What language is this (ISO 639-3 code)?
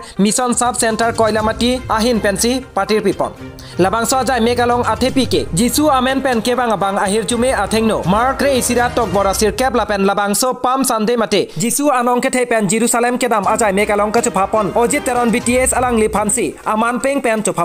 mjw